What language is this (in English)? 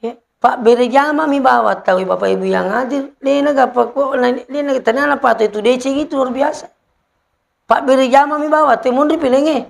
Buginese